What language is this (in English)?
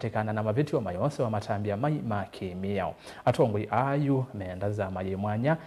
Kamba